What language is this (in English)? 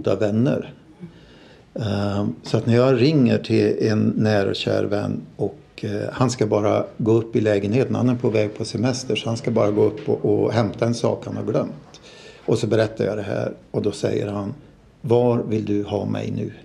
Swedish